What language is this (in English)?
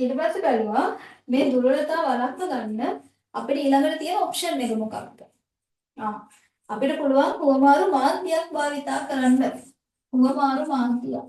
Sinhala